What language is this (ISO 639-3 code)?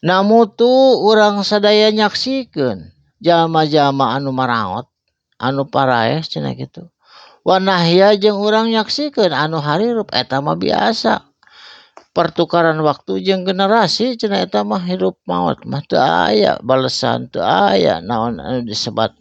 sun